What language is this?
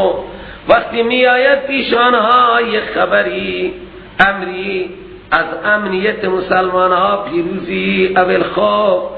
Persian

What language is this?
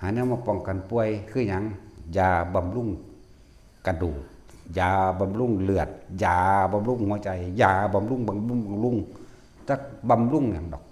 Northeastern Thai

